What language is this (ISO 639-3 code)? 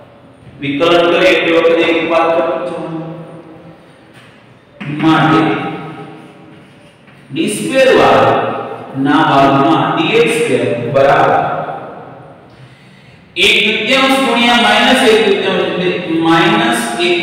guj